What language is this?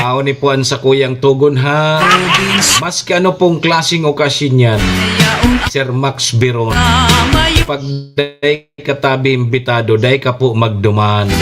Bikol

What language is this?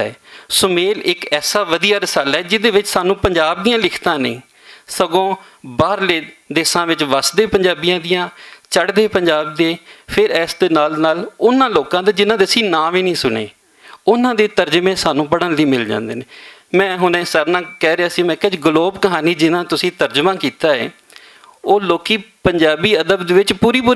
Western Panjabi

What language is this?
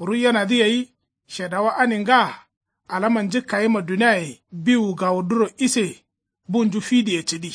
Kanuri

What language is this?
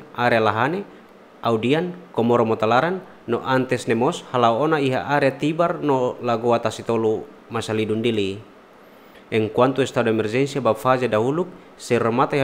Tetum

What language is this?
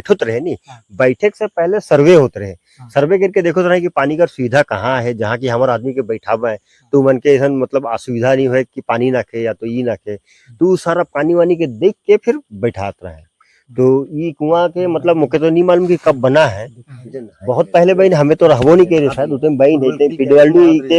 Sadri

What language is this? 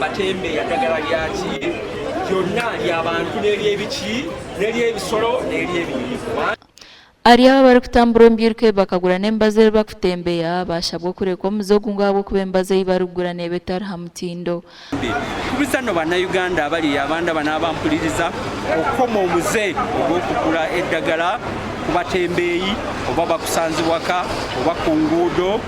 Nyankole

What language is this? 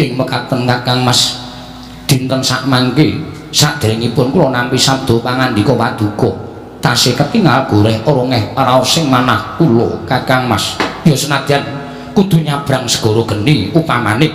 Javanese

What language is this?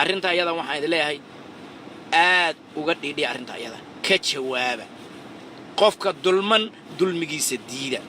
Somali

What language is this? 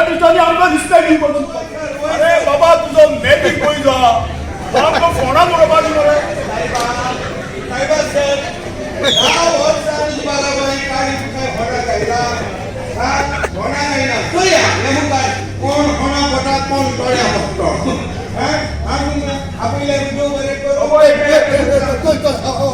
Konkani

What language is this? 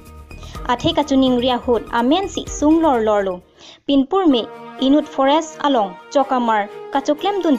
Karbi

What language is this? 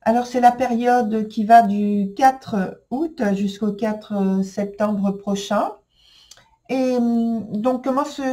French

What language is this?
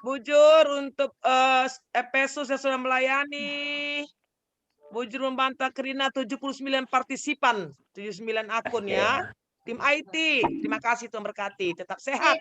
Batak Karo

